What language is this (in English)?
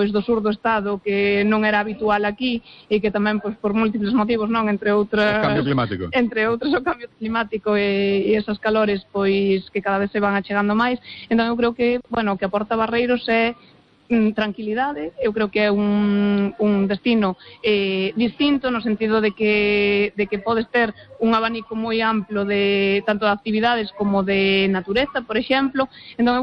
Galician